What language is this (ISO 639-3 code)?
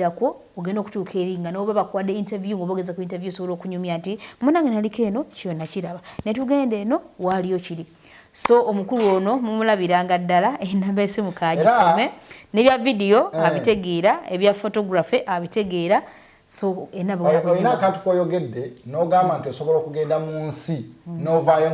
lug